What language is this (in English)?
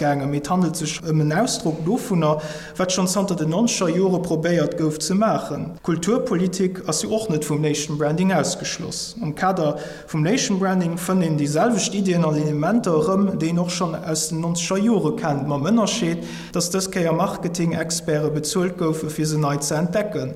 Luxembourgish